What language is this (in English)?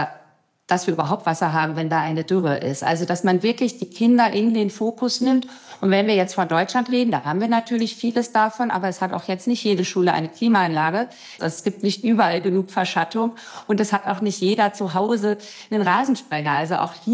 German